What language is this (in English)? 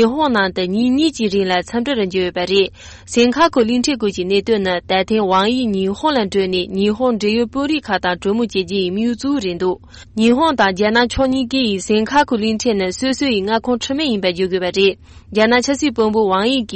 Tibetan